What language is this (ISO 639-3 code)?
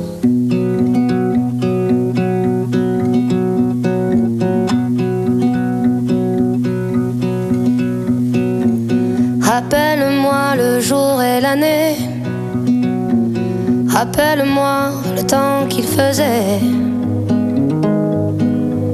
fra